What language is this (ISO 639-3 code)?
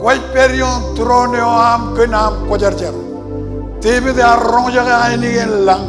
mah